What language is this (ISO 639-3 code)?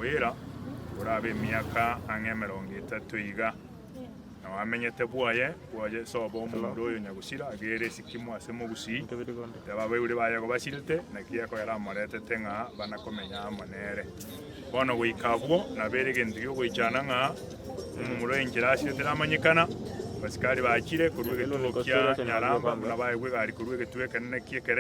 guz